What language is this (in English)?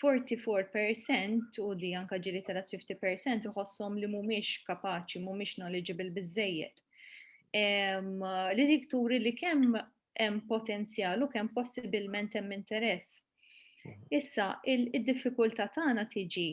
Maltese